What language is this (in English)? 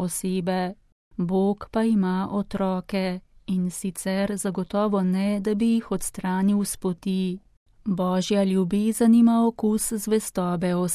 Slovenian